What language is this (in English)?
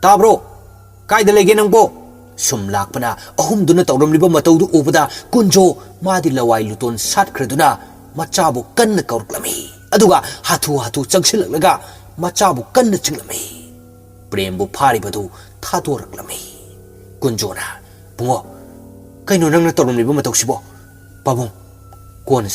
Manipuri